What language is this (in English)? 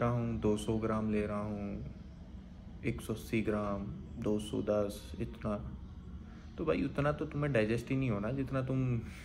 Hindi